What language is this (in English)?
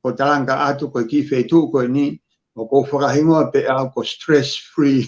Tongan